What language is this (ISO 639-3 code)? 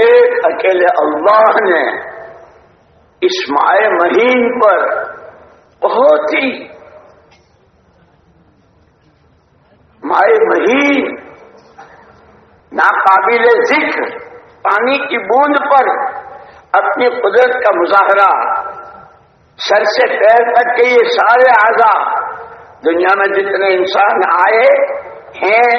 urd